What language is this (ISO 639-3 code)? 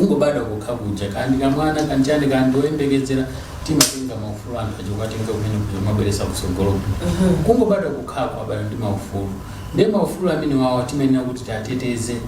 nya